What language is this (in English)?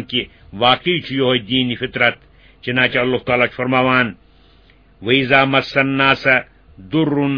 Kashmiri